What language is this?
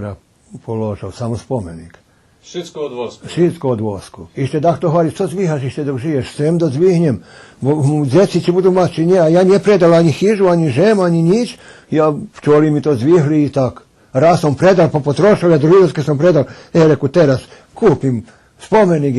Rusyn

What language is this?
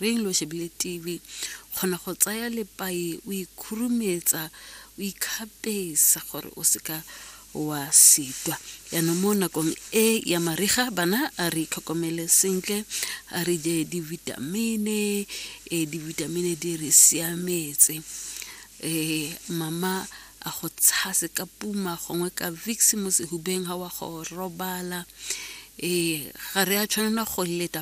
Tswana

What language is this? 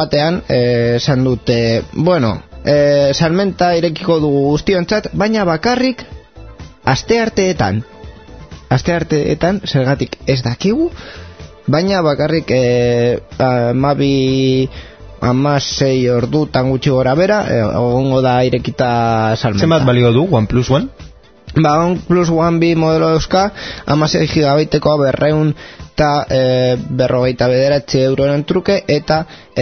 Basque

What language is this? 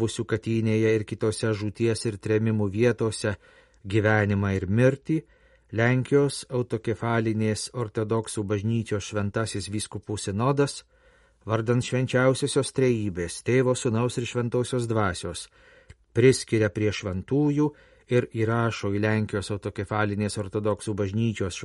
Lithuanian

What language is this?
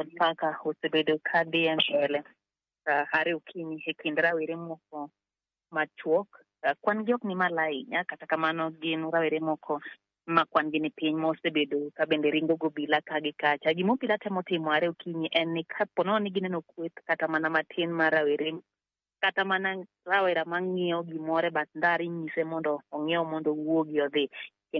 Luo (Kenya and Tanzania)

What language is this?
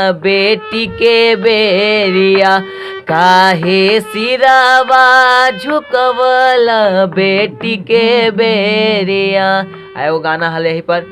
Magahi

